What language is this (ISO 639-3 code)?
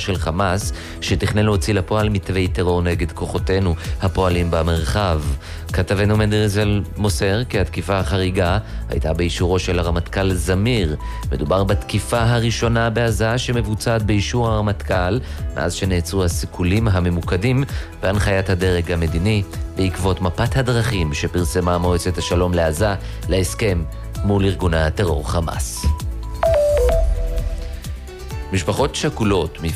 heb